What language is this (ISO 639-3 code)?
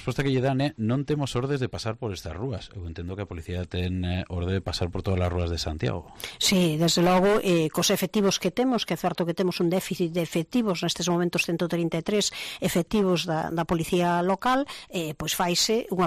glg